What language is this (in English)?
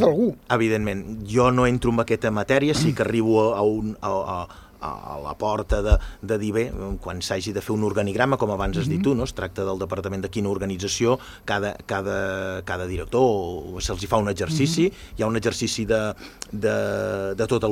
Catalan